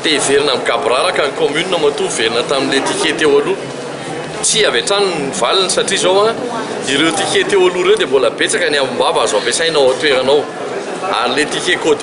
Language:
Malagasy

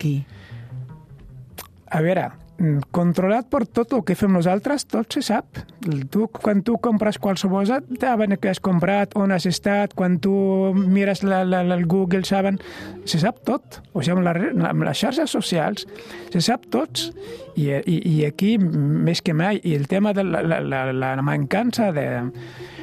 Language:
Catalan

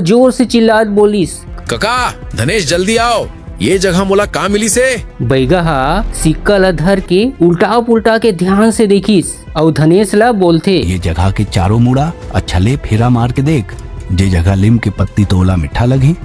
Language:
Chhattisgarhi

